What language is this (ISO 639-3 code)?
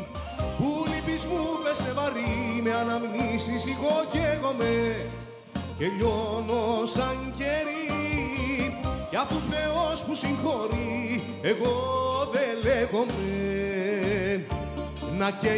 ell